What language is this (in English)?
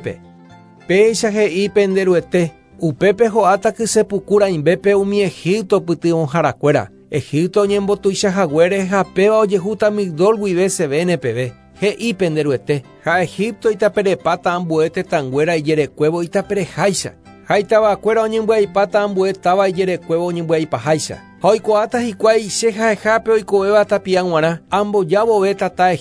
Guarani